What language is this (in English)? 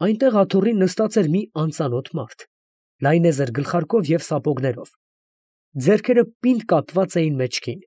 Armenian